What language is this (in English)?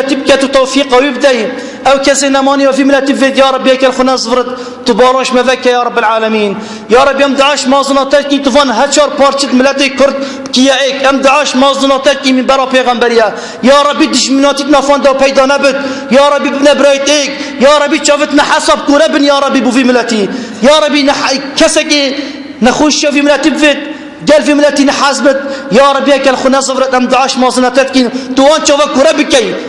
Kurdish